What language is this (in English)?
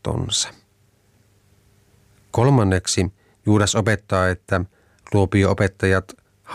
Finnish